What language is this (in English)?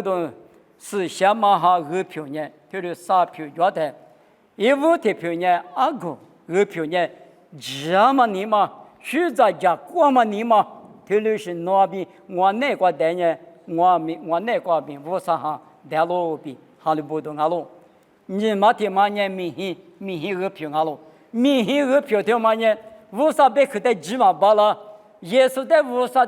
Lisu